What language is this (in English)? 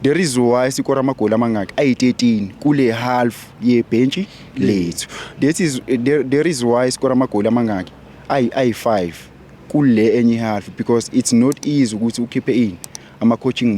Zulu